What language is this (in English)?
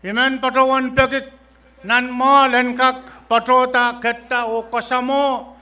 Pohnpeian